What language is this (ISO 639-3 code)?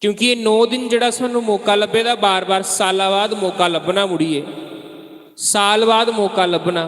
doi